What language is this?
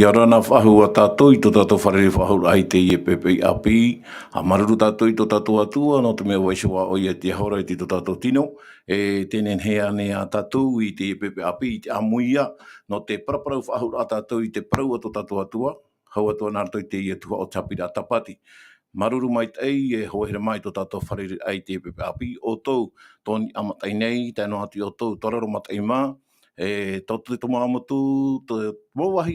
Tahitian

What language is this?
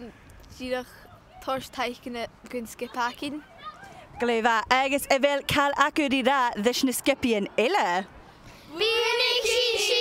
Scottish Gaelic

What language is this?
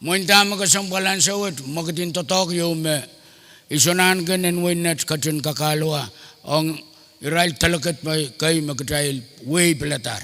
Pohnpeian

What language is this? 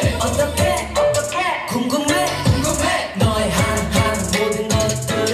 Korean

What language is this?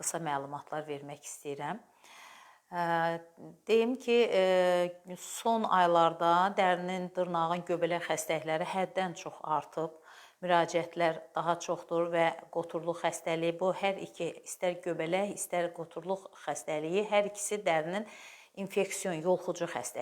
Azerbaijani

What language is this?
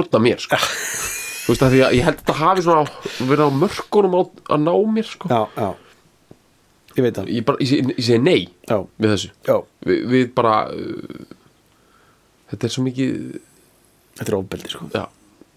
Icelandic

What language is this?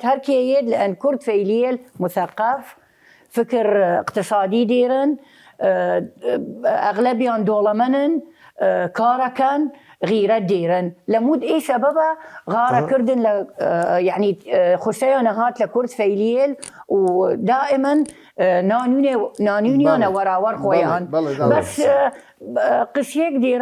Southern Kurdish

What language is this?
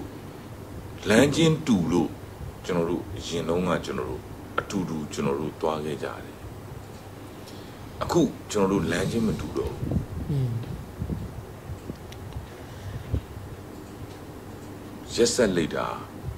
Burmese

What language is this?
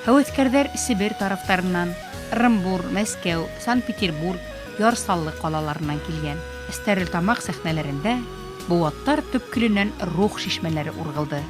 Bashkir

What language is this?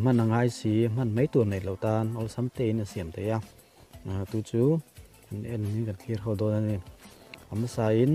Mizo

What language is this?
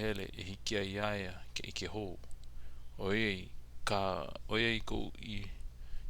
Hawaiian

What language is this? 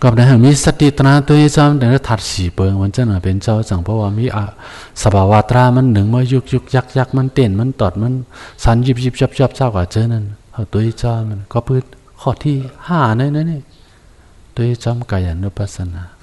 Shan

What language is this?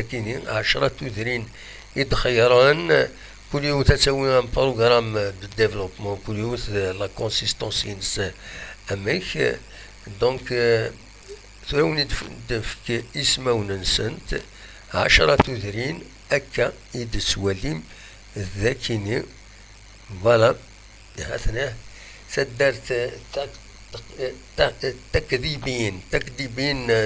Kabyle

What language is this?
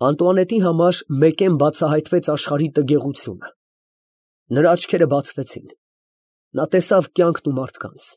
Armenian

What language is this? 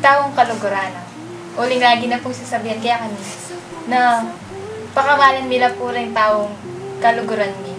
Pampanga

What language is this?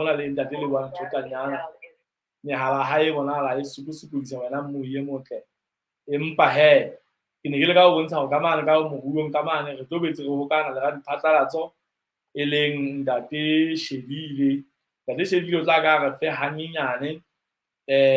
Southern Sotho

